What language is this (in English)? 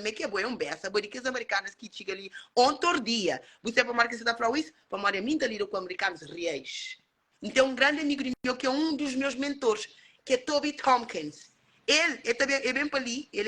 Kabuverdianu